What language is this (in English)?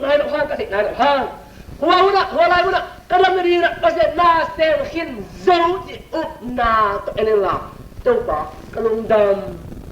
Tedim Chin